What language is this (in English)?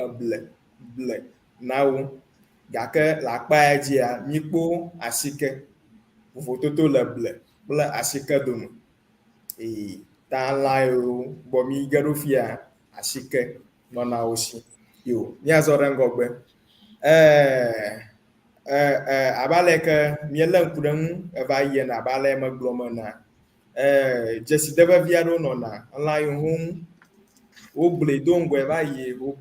Ewe